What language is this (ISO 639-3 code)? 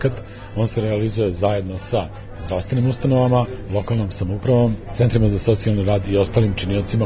srp